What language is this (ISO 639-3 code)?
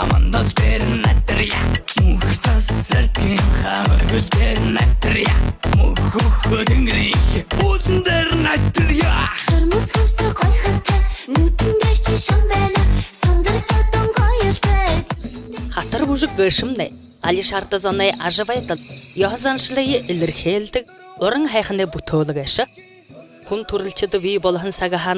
bua